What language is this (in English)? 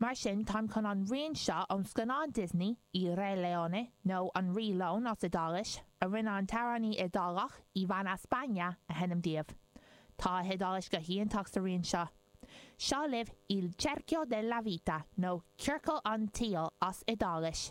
Irish